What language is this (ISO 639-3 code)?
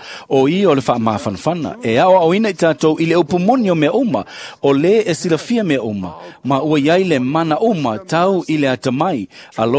smo